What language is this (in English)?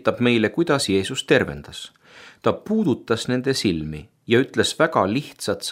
Estonian